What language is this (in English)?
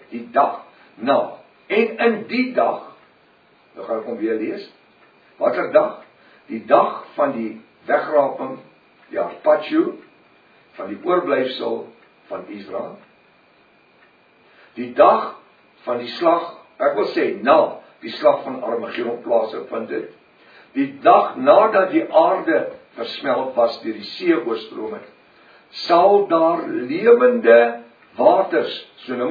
Afrikaans